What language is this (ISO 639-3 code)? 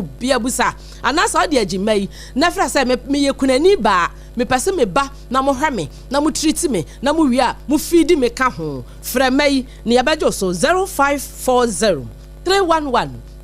aka